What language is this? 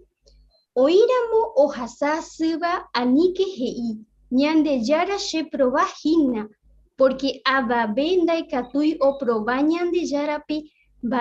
Guarani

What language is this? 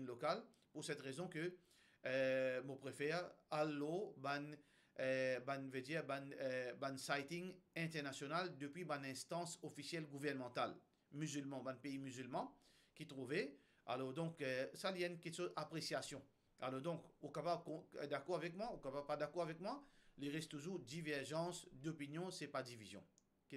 Morisyen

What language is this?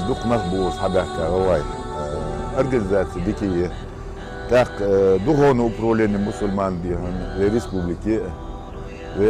Ingush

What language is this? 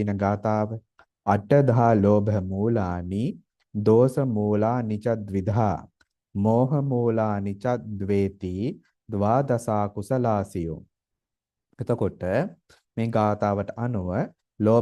Sinhala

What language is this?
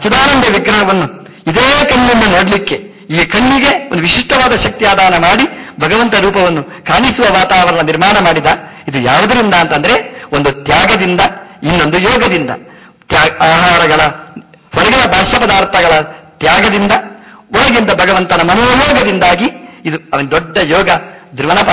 Kannada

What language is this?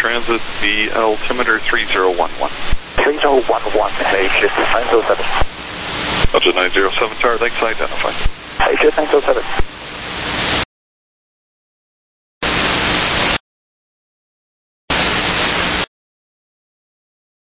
English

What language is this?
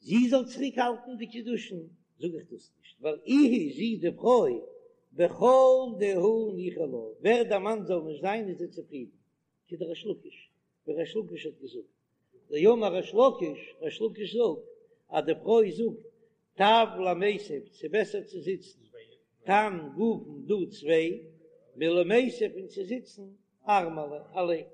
Yiddish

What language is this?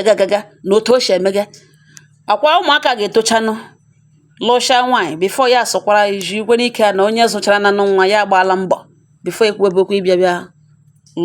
Igbo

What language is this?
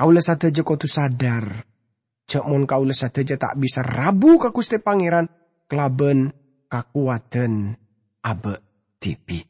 Madurese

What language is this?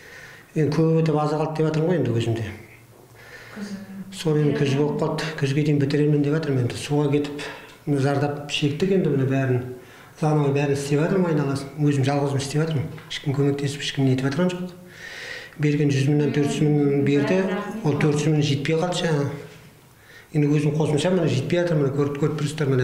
Kazakh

